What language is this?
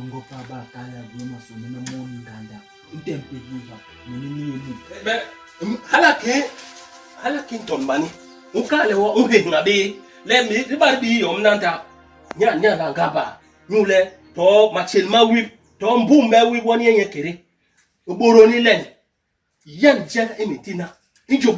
Basaa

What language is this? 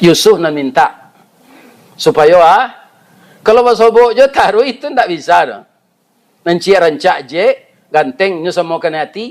Minangkabau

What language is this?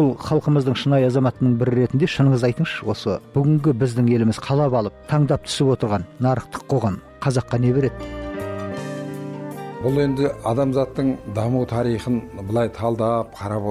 Kazakh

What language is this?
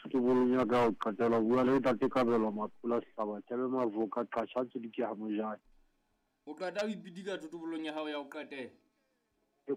Southern Sotho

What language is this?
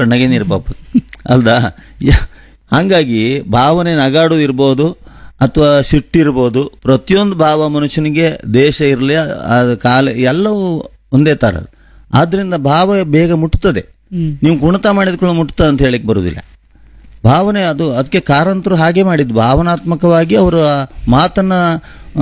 Kannada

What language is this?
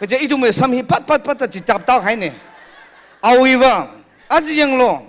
Tangkhul Naga (India)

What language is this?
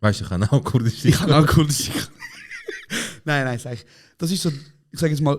Swiss German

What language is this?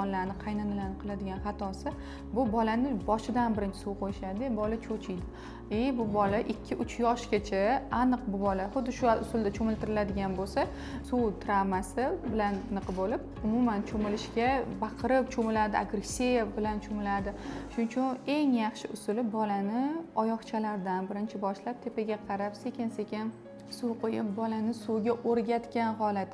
Uzbek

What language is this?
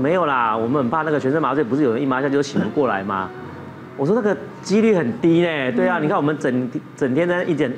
Chinese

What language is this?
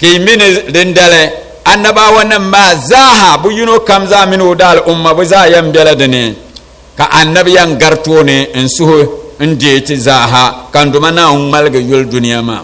Dagbani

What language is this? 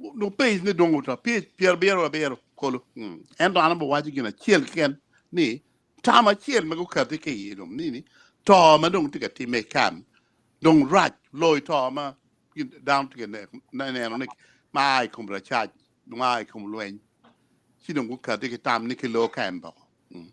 Acoli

